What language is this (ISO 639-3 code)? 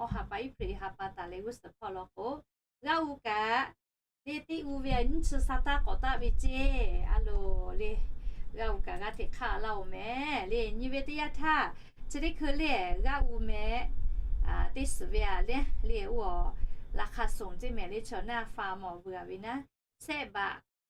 lhu